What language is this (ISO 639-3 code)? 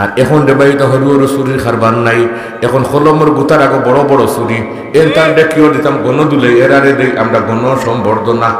syl